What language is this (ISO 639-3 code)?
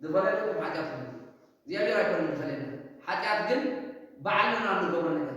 tir